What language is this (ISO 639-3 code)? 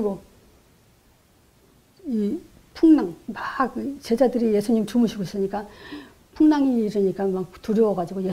kor